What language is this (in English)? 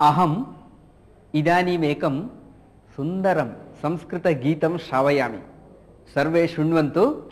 Sanskrit